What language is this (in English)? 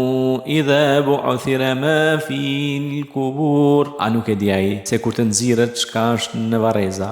Albanian